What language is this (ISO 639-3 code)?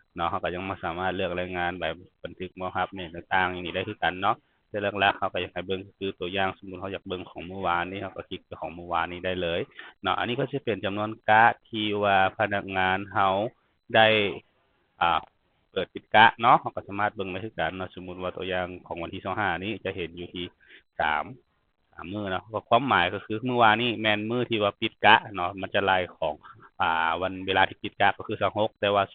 lao